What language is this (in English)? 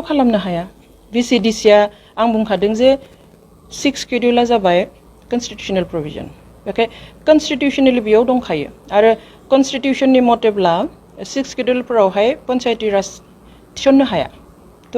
Bodo